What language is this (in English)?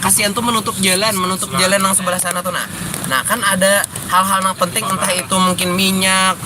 Banjar